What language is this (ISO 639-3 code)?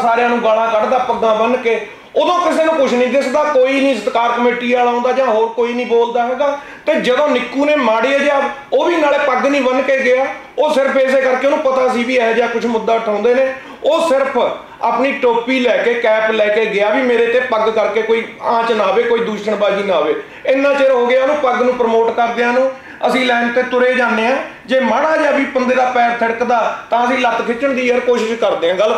pan